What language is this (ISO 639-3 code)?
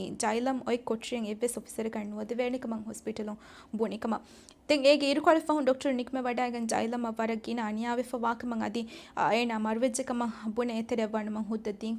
div